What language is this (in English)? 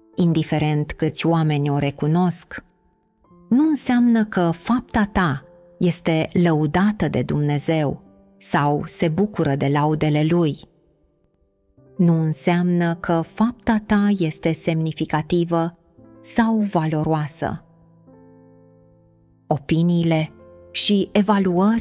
Romanian